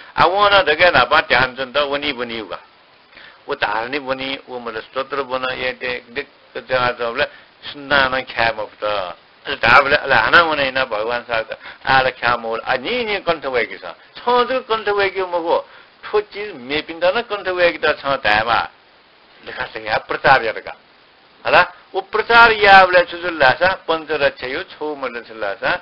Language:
Newari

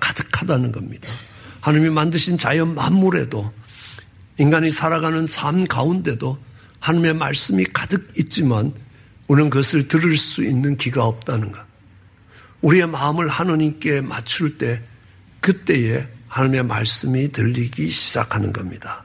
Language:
Korean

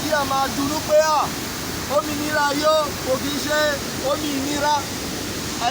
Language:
Yoruba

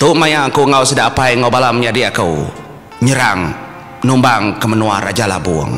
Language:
Iban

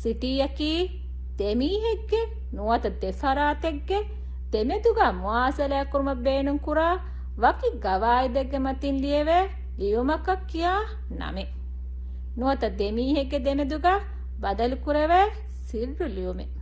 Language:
Divehi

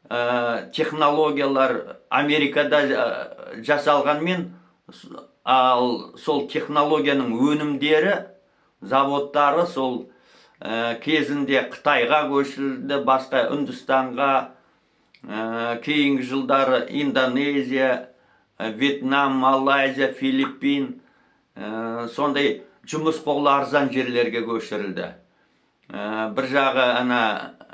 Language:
Kazakh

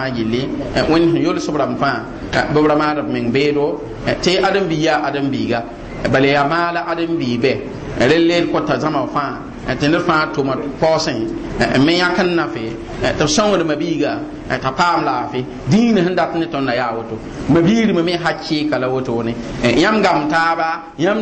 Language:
Mossi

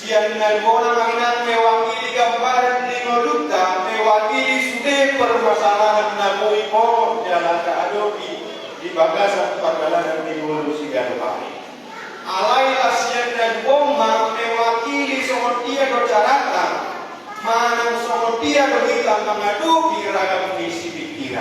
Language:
Batak Toba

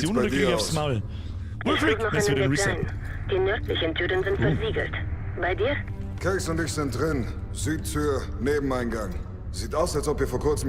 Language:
Bavarian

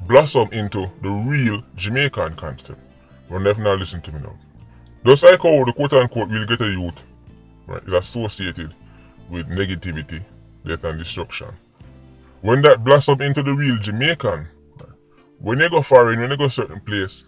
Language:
Jamaican Creole English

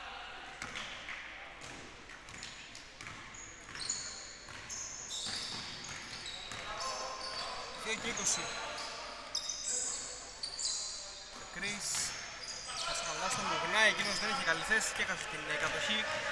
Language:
Greek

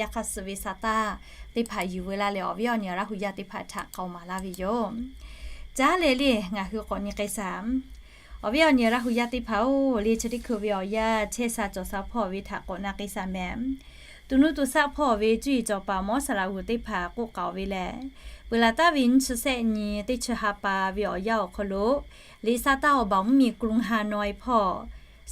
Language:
Lahu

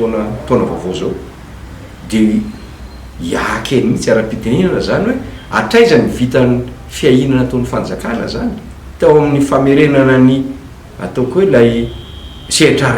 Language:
Malagasy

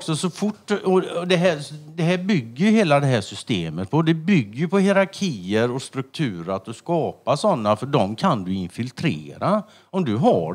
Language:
Swedish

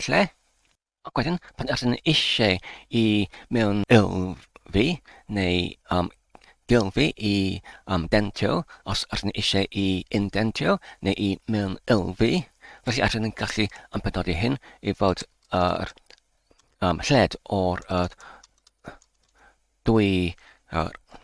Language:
Welsh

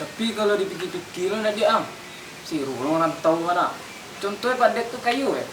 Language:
Minangkabau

